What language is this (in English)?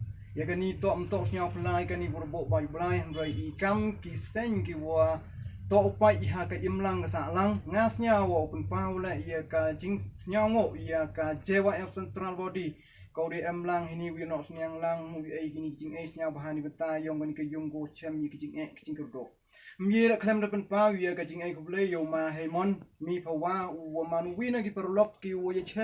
Pnar